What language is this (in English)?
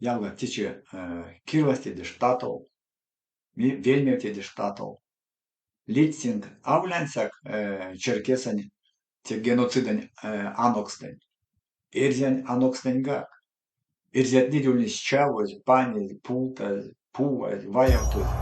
Erzya